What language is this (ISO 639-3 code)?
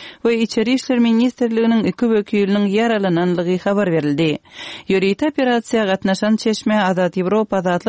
tuk